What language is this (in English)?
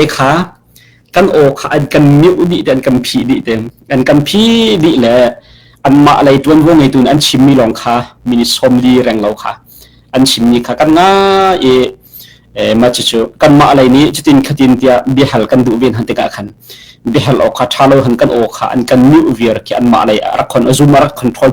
Hakha Chin